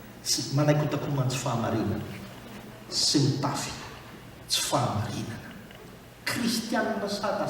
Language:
Malagasy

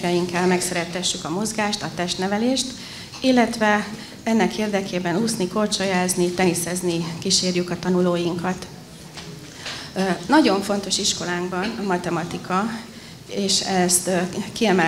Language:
Hungarian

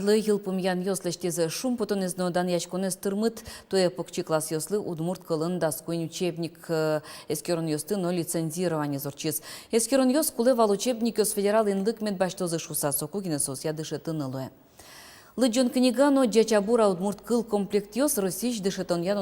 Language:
Udmurt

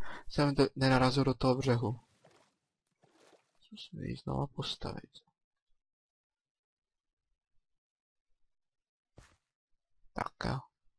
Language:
Czech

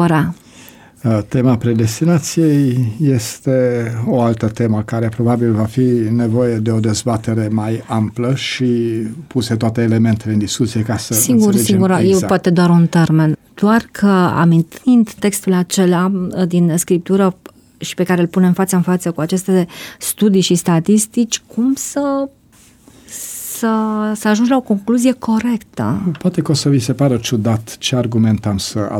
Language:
Romanian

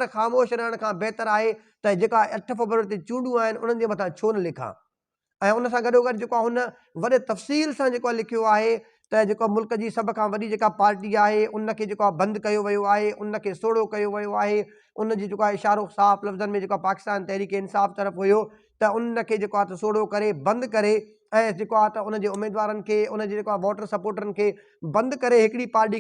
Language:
Sindhi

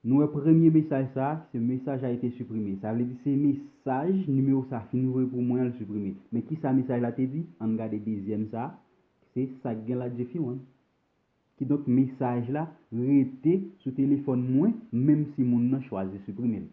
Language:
Haitian Creole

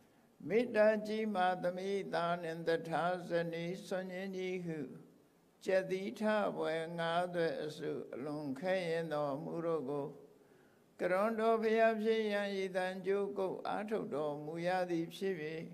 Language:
Burmese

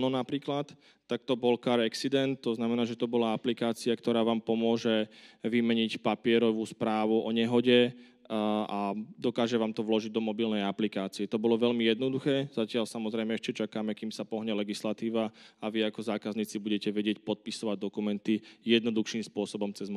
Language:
Slovak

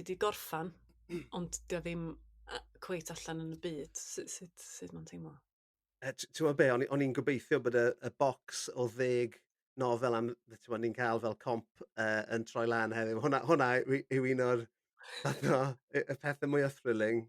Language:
Welsh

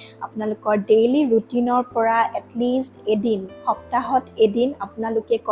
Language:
Assamese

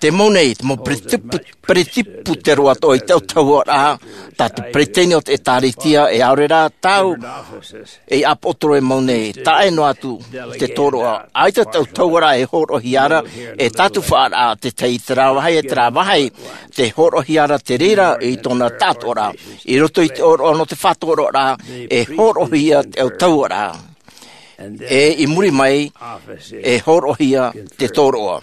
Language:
Tahitian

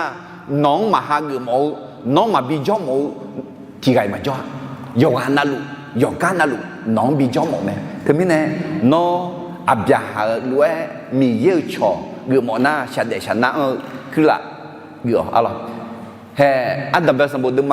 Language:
Akha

